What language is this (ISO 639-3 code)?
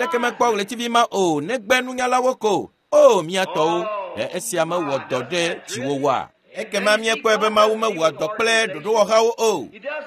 ewe